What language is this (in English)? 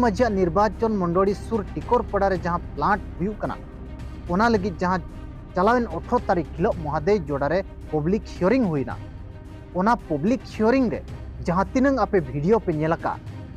Santali